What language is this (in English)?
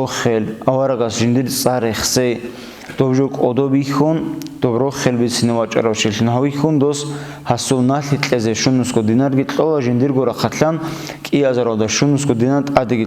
Avaric